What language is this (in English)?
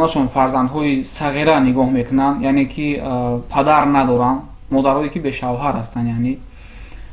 Tajik